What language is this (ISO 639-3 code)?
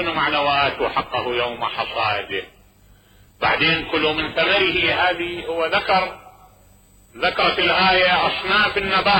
acm